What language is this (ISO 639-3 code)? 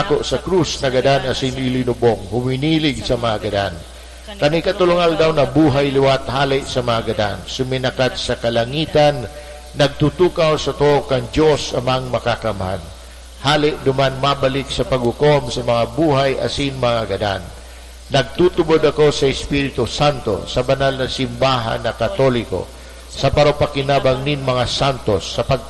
bik